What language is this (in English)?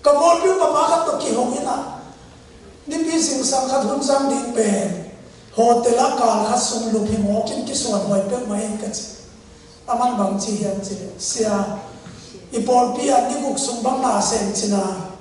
Tedim Chin